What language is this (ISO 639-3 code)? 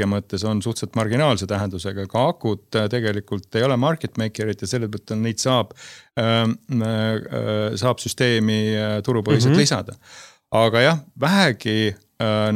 est